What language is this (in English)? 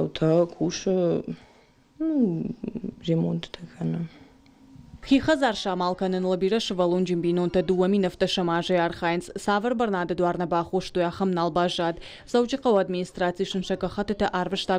Ossetic